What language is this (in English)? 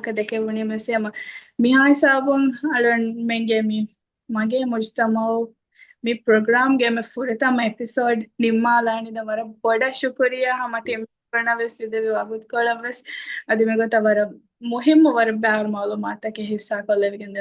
Divehi